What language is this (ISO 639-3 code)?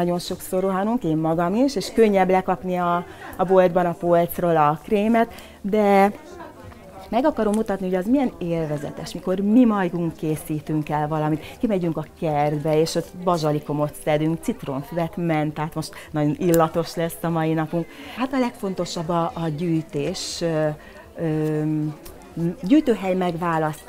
hun